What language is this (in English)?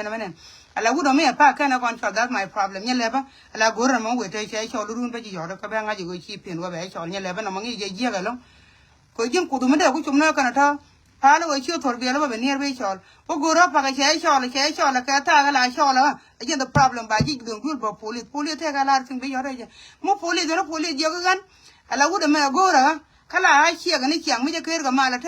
Nuer